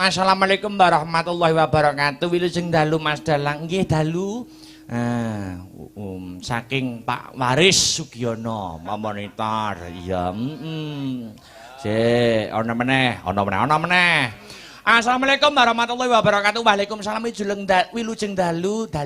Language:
Javanese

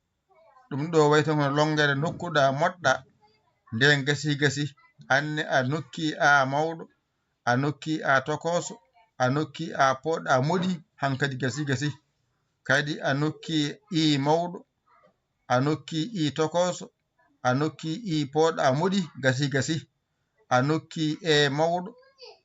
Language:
Fula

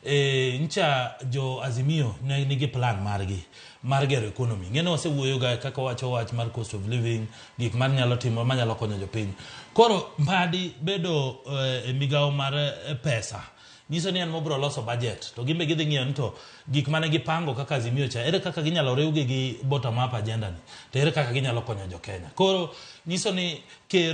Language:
Luo (Kenya and Tanzania)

